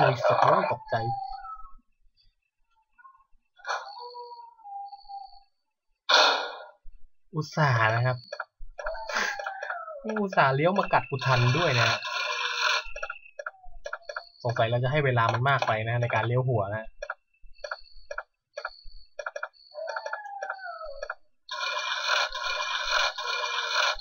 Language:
Thai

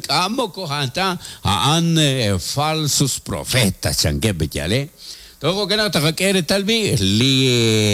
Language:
Kekchí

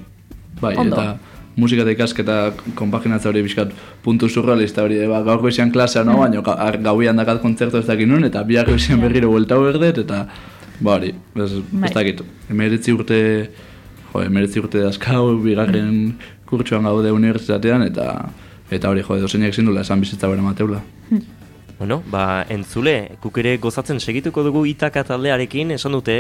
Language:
Basque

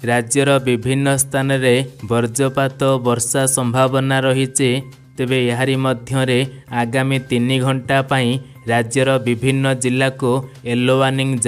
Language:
Odia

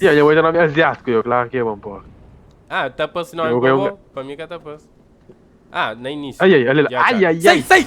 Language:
Kabuverdianu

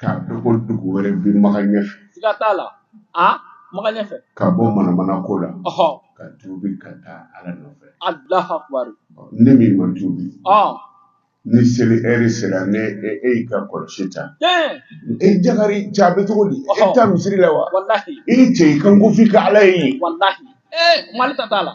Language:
Bambara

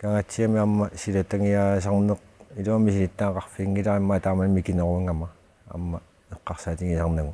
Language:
Kalaallisut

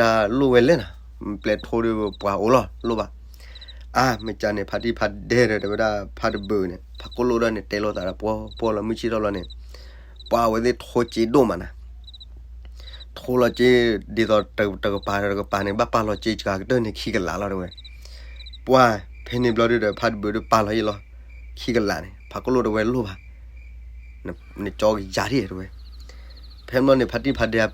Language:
S'gaw Karen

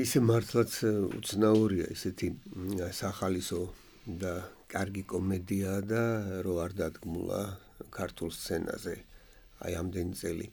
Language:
Georgian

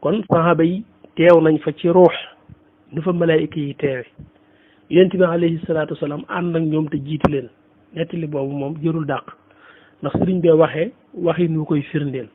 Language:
Wolof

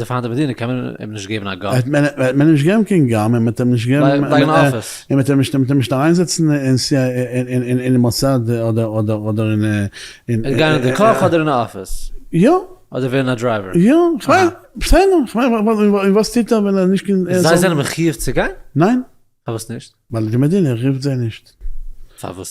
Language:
Yiddish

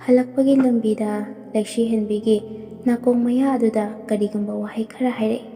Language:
Manipuri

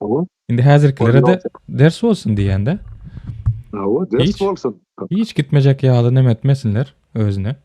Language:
Turkmen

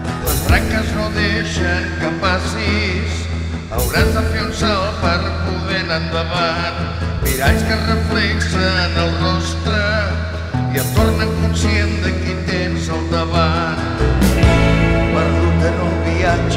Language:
Catalan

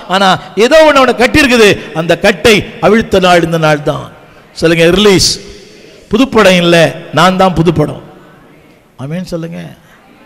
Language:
Tamil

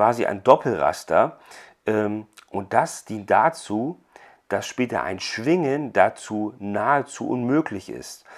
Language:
German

